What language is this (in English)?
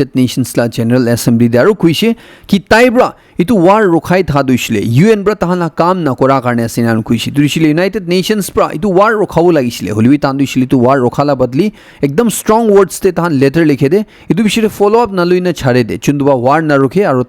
Naga Pidgin